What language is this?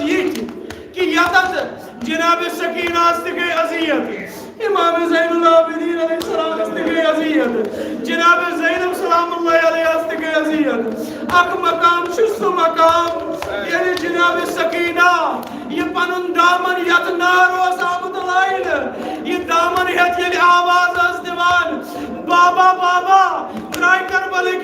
Kashmiri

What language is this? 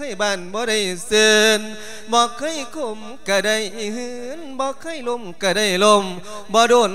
Lao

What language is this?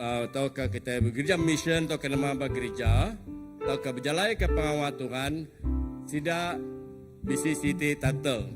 Iban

